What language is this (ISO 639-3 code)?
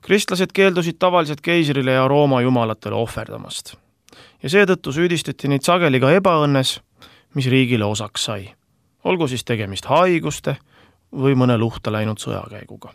est